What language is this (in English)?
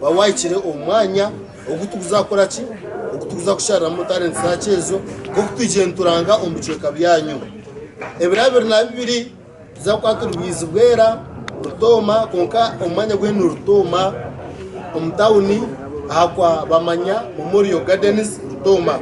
Nyankole